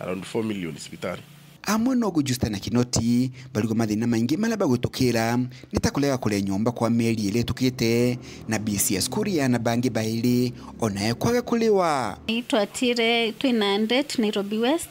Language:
Meru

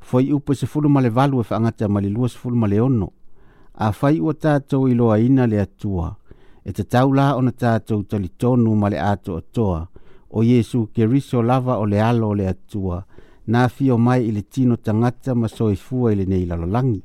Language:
Samoan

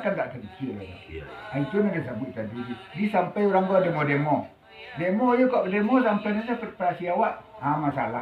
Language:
Minangkabau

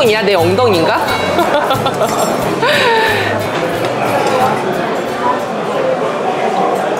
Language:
Korean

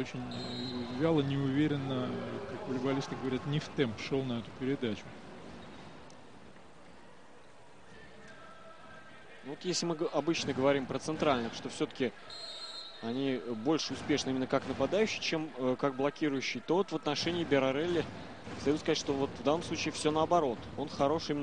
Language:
Russian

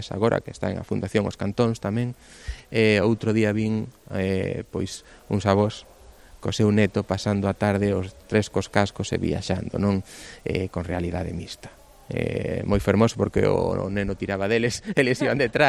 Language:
Galician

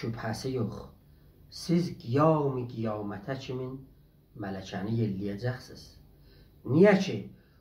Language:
South Azerbaijani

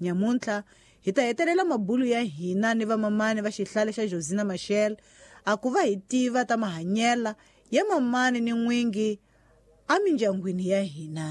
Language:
Tsonga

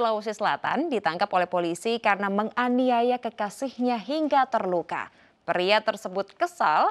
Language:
Indonesian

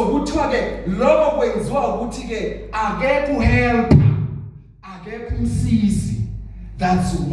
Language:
Zulu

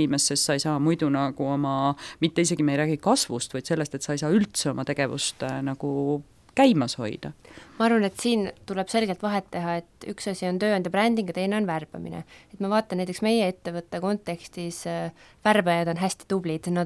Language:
Estonian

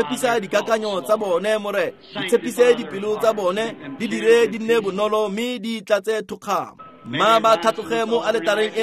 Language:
Tswana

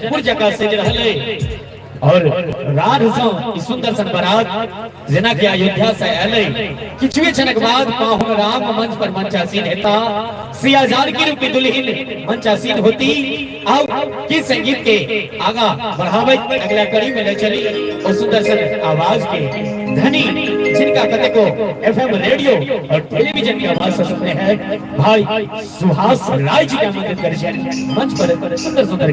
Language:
Maithili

